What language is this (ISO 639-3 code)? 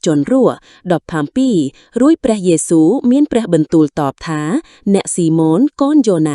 khm